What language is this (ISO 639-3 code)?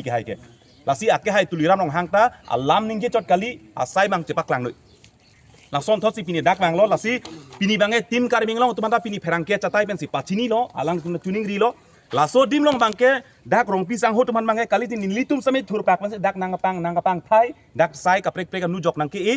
mjw